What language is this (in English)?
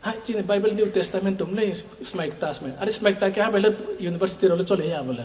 Riang (India)